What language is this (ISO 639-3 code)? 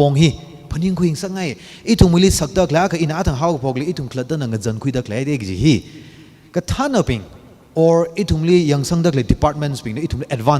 nmf